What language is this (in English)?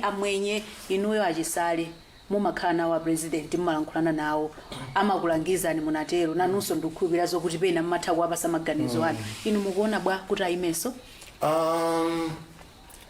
Nyanja